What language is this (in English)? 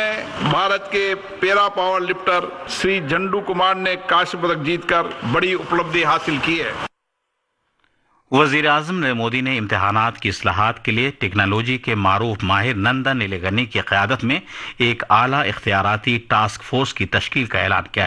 Urdu